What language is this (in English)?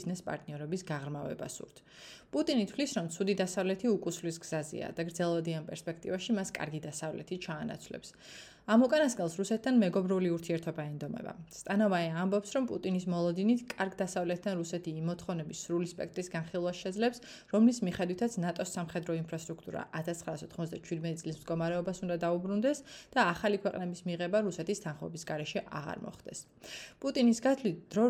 Georgian